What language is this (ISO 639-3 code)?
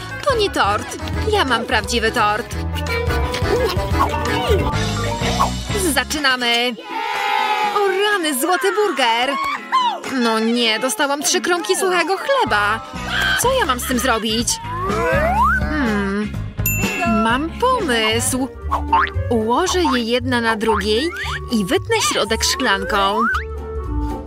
pol